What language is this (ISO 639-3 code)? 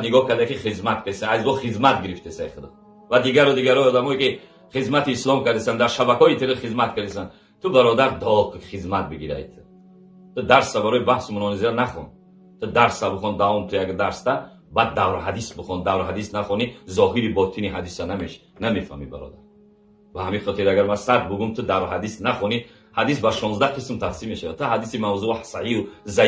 tgk